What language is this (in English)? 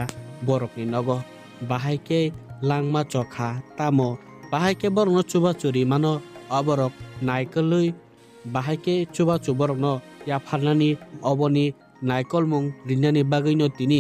Kok Borok